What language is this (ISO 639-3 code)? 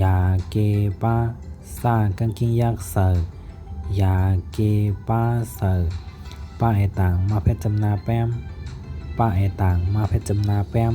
shn